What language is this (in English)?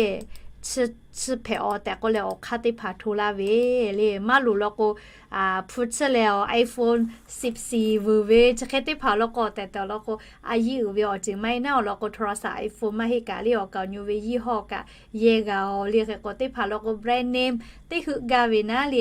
Lahu